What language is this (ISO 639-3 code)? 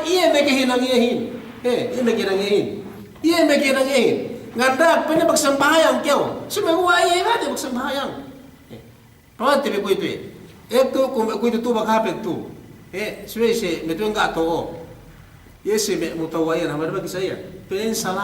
yka